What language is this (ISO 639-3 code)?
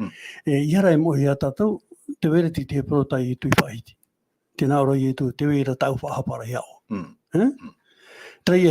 tah